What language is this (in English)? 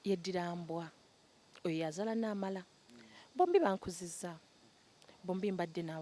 Ganda